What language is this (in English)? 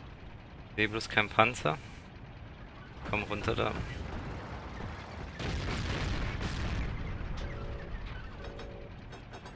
German